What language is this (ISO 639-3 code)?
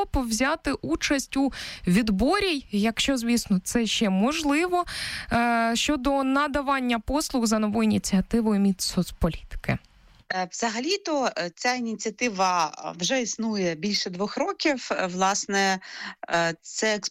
ukr